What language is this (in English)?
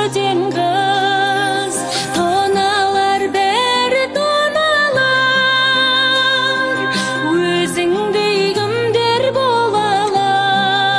Kazakh